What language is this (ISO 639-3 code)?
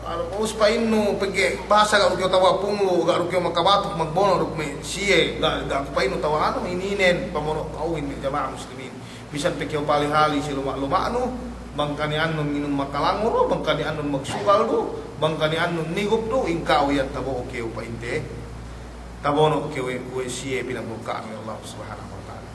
yka